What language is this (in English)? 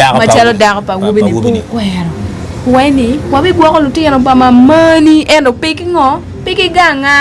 Acoli